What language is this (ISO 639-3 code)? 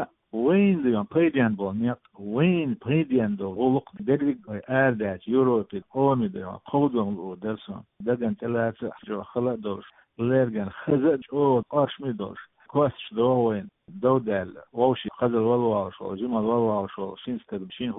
che